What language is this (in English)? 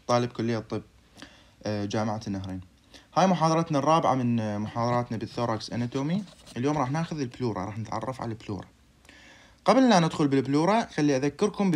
Mesopotamian Arabic